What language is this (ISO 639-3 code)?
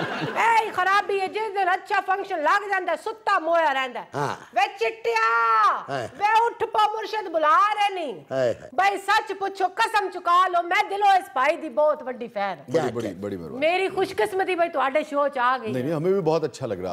pan